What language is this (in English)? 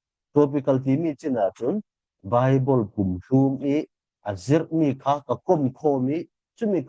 Falam Chin